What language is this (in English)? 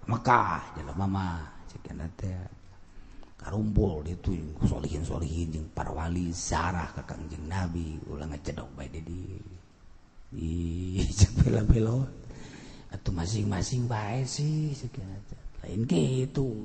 Sundanese